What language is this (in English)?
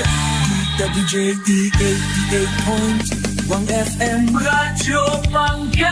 Pangasinan